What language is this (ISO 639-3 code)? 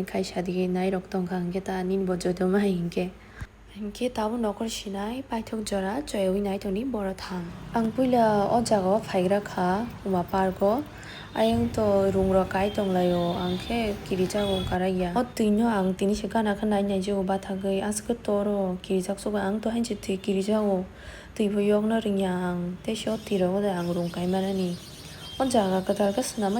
trp